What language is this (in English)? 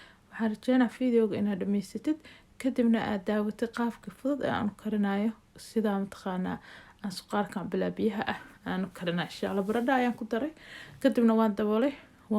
Somali